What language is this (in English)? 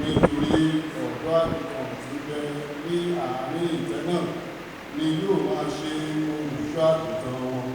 Yoruba